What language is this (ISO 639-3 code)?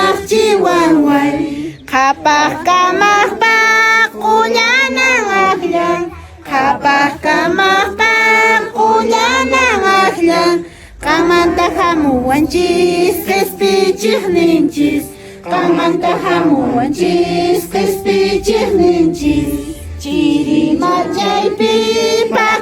que